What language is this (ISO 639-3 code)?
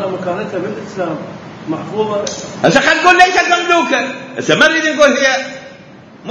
acm